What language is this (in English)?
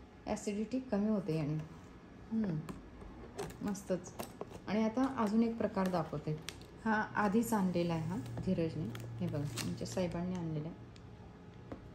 Marathi